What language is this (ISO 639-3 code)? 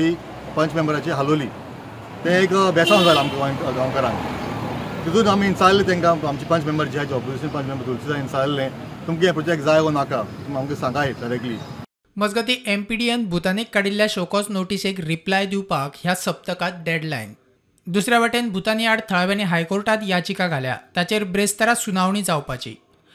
kok